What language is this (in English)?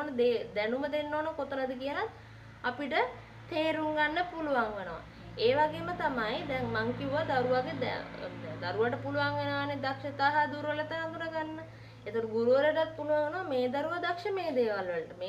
Sinhala